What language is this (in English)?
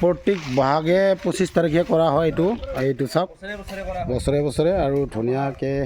Assamese